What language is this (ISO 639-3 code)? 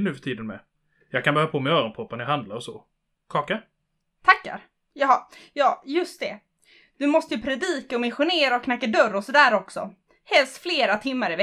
swe